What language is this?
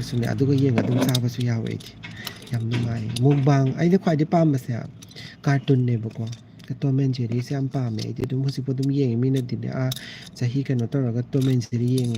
Manipuri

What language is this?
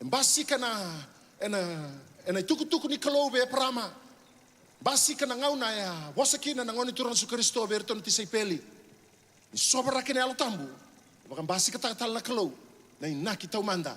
Fijian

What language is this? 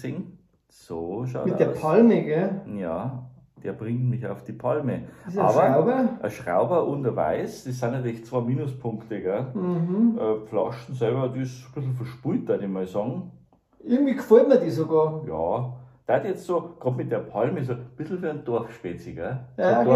Bavarian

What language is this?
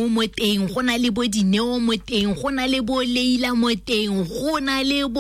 Tswana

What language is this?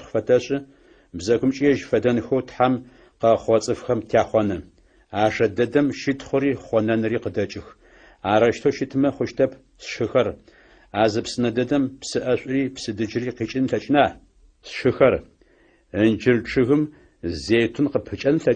Adyghe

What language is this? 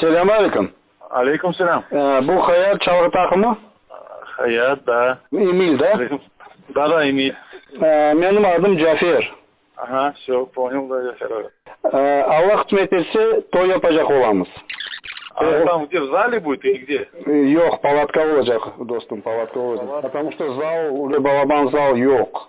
Crimean Tatar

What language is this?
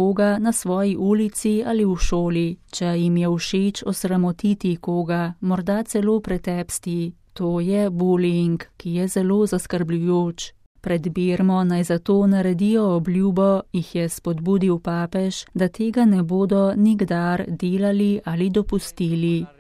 Slovenian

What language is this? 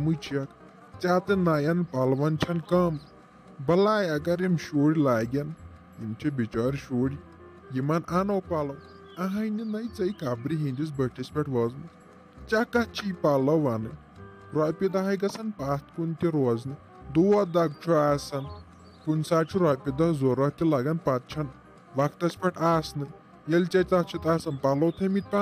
Kashmiri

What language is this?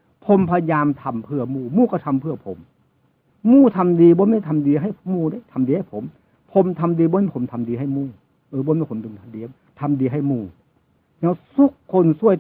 Northeastern Thai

